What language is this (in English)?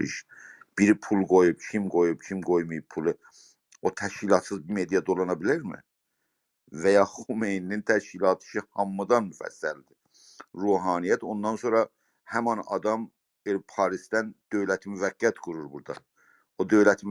South Azerbaijani